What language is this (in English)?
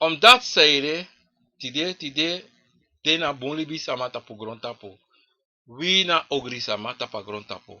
Sranan Tongo